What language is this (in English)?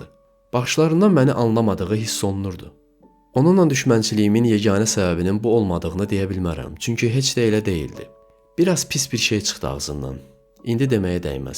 Azerbaijani